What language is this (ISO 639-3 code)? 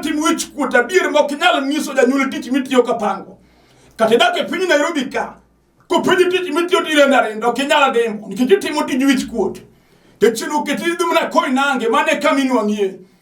luo